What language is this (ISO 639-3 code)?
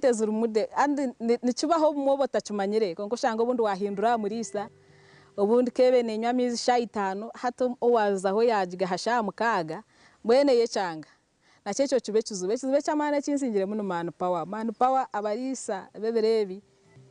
nyn